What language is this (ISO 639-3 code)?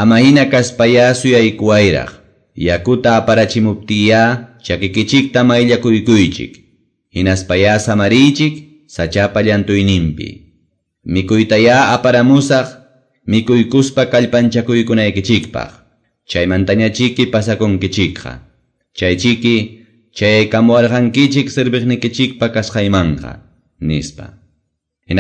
que